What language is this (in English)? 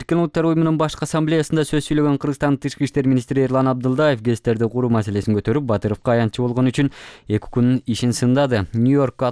Kyrgyz